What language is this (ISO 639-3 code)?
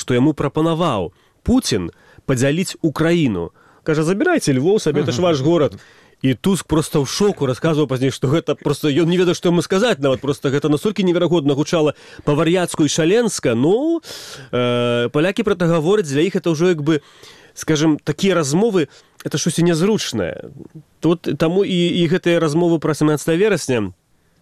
bel